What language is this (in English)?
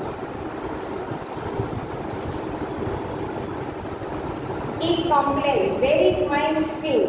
Gujarati